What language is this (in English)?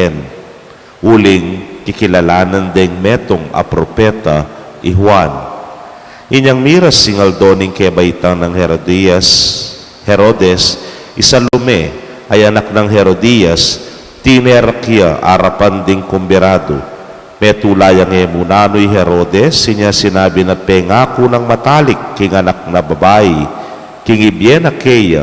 Pampanga